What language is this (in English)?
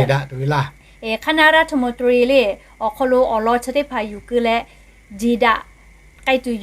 Lahu